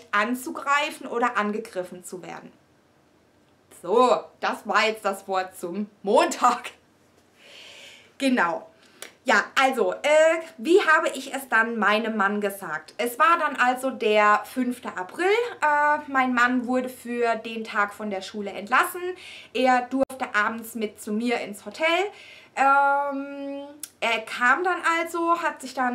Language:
German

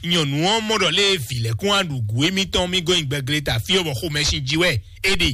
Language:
Fon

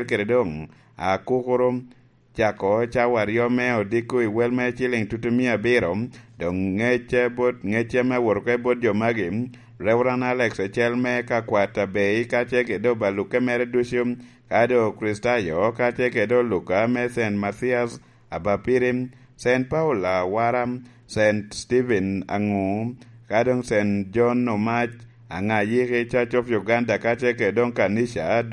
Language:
Lango (Uganda)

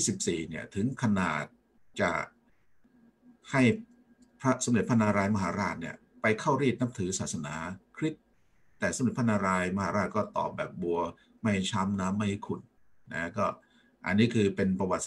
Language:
Thai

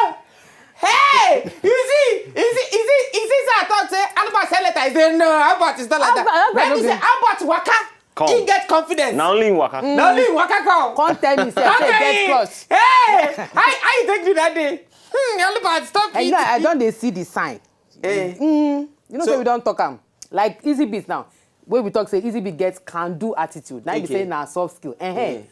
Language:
Nigerian Pidgin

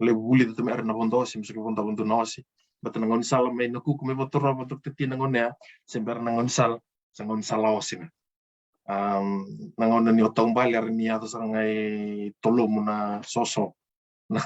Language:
Fijian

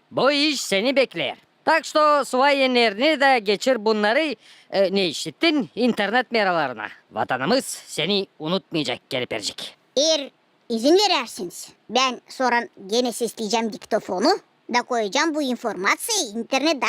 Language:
Gagauz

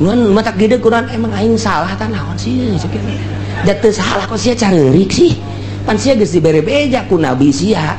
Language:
Sundanese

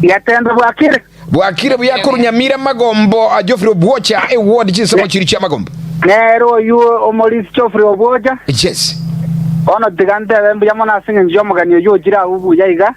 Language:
Gusii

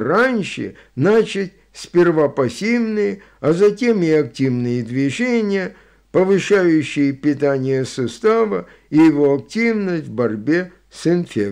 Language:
Russian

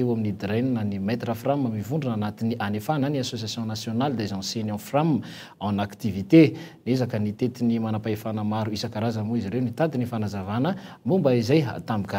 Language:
Malagasy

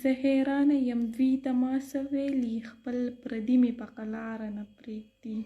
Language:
Pashto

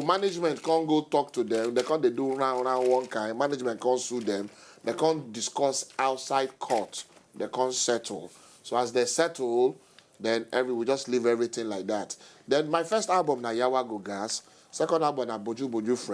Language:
Nigerian Pidgin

